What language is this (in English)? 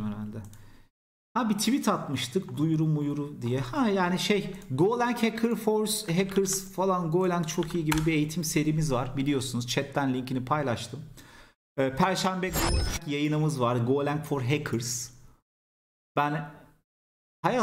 Turkish